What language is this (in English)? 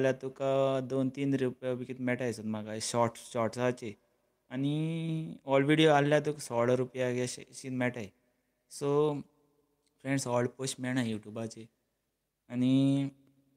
Konkani